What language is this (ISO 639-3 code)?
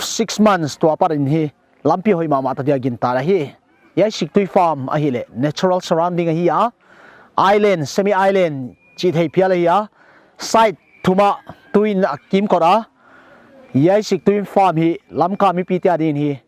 pck